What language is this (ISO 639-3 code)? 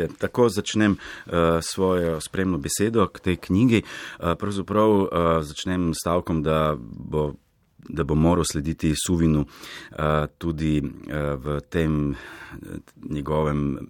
slv